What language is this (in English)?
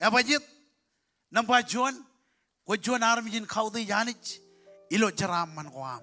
Marshallese